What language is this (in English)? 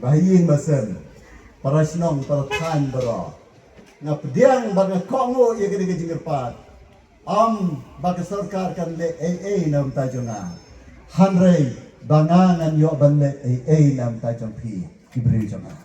Khasi